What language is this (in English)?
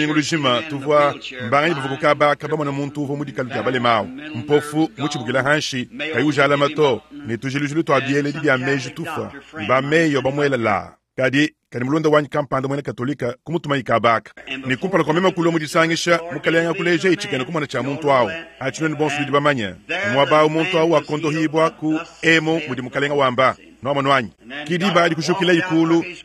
Luba-Lulua